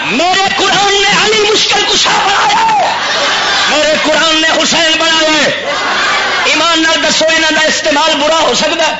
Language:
Western Panjabi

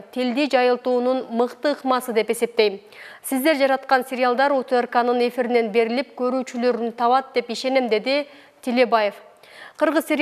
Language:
Kyrgyz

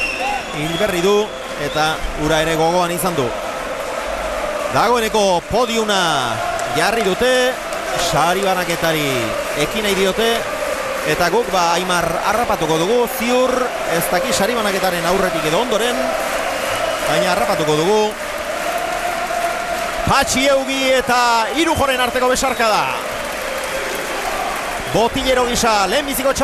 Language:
Basque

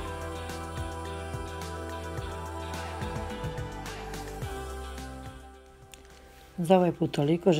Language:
Croatian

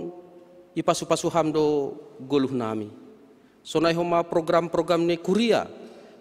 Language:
Batak Simalungun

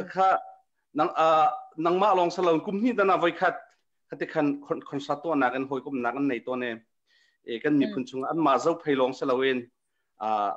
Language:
Hakha Chin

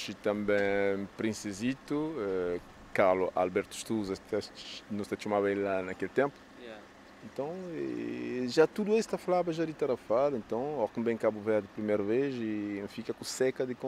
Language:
Kabuverdianu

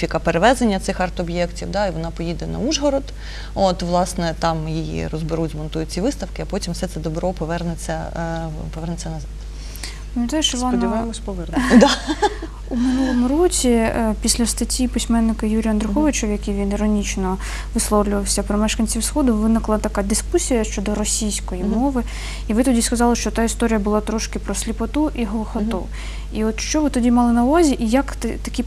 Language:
Ukrainian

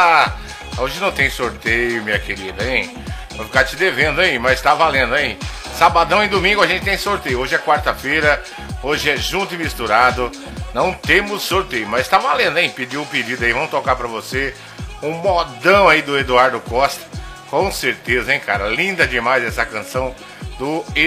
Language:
Portuguese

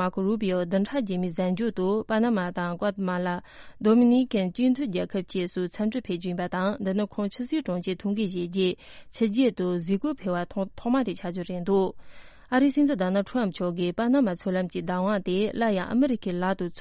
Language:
Tibetan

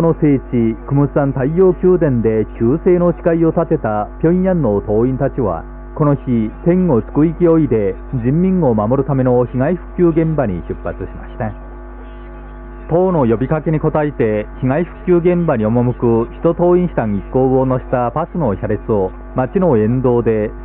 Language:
Japanese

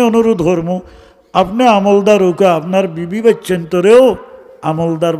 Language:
Sylheti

